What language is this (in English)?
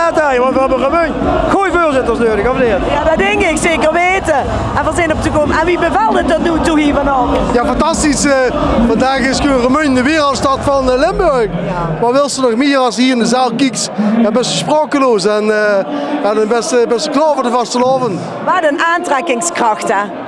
Limburgish